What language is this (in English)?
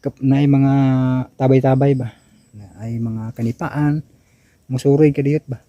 Cebuano